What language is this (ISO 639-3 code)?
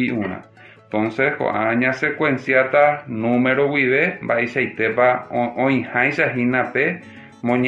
grn